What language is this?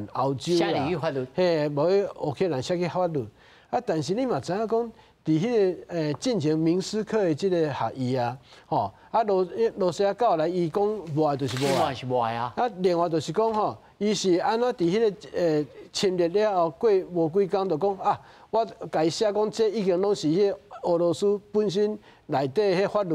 Min Nan Chinese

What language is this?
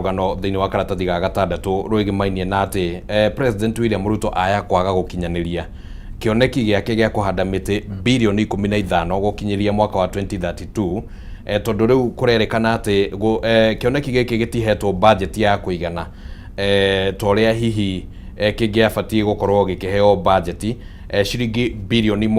Kikuyu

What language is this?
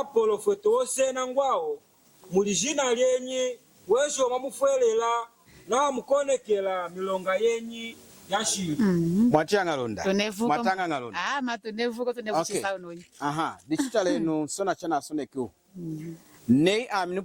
Lunda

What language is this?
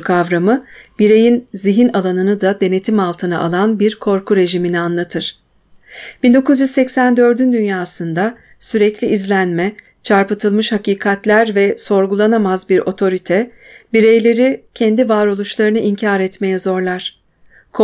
Turkish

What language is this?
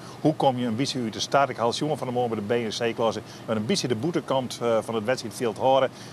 Western Frisian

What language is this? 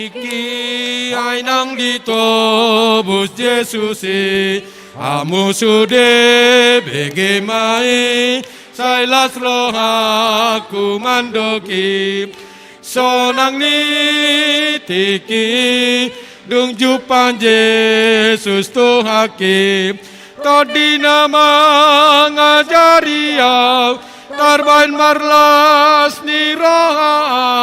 Batak Toba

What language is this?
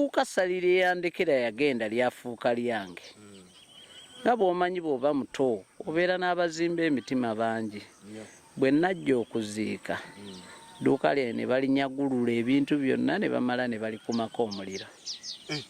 Ganda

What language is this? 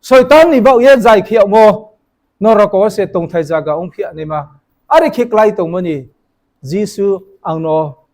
Riang (India)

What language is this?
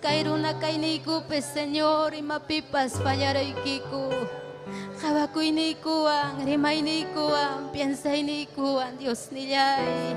Ayacucho Quechua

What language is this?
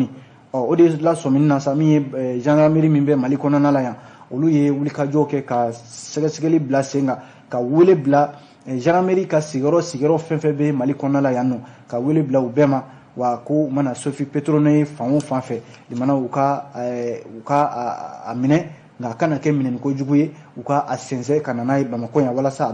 Bambara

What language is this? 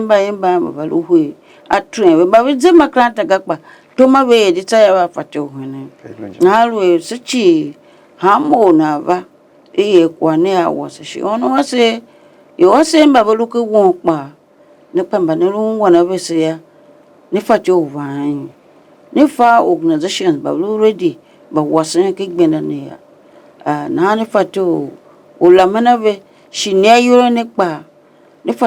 Tiv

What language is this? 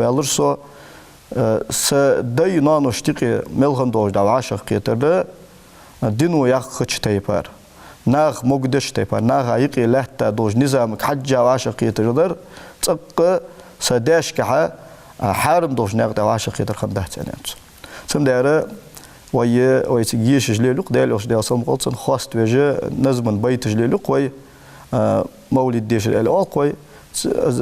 Ingush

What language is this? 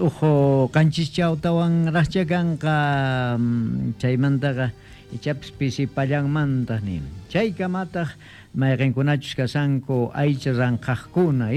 Quechua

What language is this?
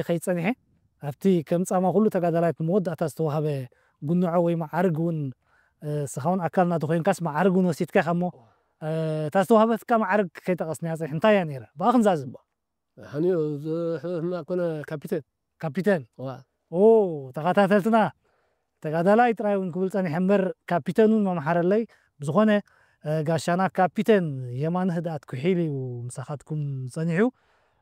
Tigrinya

